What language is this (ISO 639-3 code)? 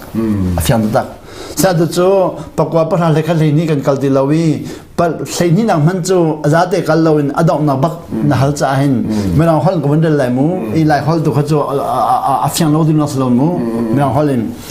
cnh